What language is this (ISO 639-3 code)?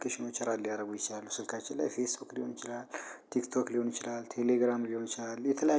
amh